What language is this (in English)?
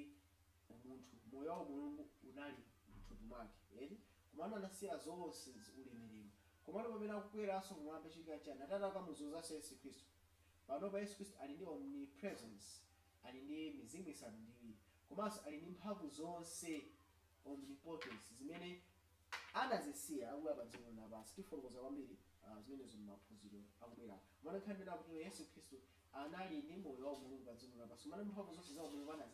Nyanja